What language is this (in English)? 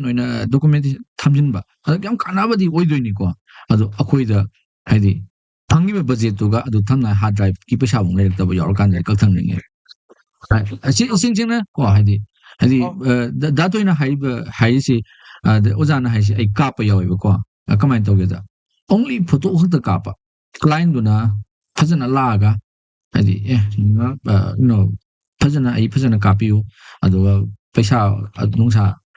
Manipuri